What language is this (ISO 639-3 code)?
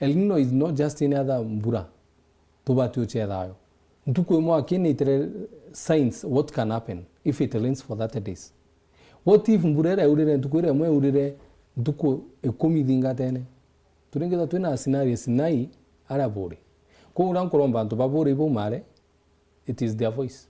mer